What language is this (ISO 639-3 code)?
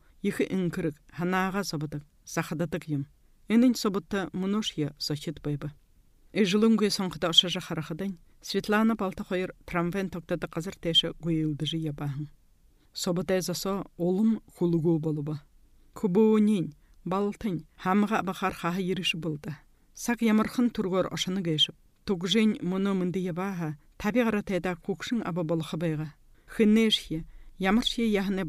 bua